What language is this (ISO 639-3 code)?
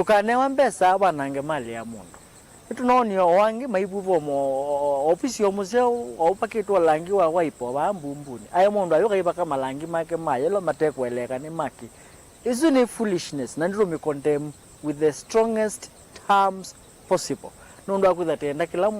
kam